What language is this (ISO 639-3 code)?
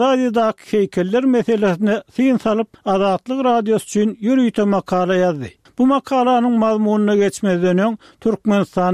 tuk